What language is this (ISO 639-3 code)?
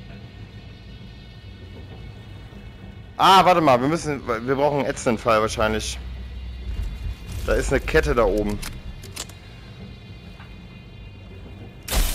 deu